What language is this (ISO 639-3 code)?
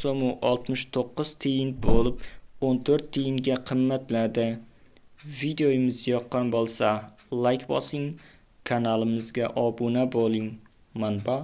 uzb